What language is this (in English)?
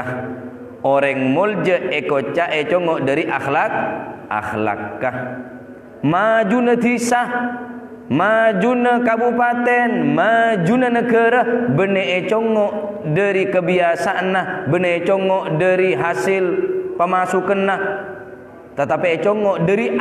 Madurese